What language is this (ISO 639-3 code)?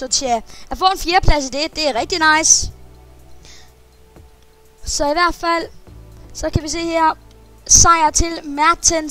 dan